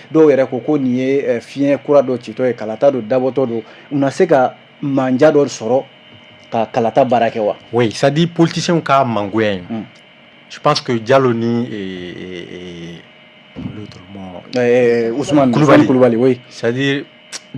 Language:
Bambara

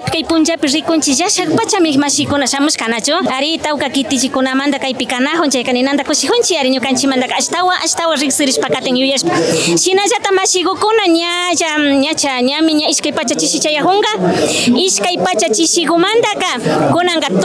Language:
Imbabura Highland Quichua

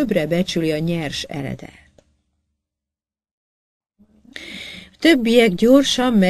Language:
Hungarian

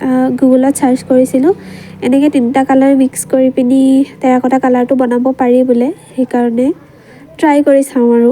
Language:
Assamese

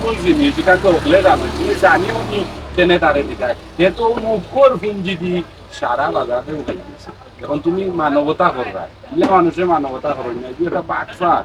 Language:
Sylheti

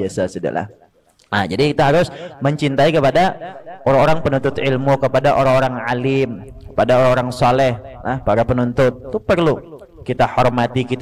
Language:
Banjar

